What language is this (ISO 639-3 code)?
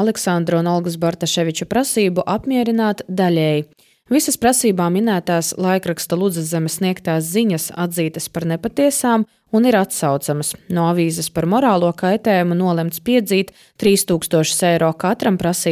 lav